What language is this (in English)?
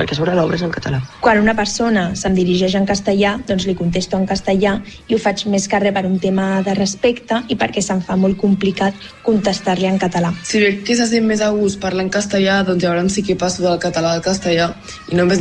Catalan